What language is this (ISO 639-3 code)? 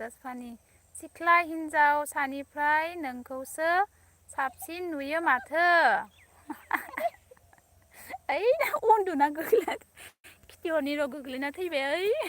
brx